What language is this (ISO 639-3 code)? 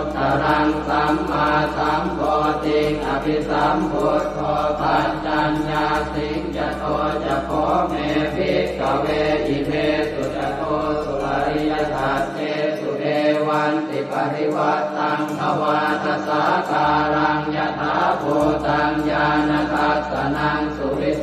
pli